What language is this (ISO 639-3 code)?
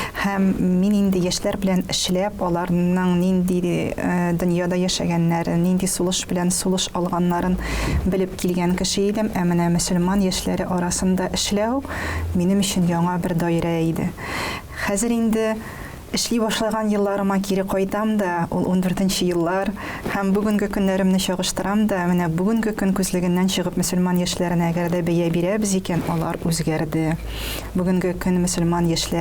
tat